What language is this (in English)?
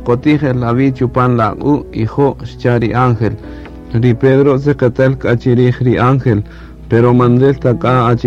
Kaqchikel